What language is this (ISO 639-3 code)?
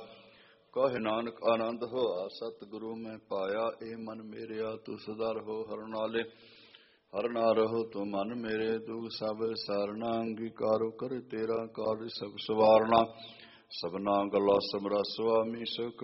pan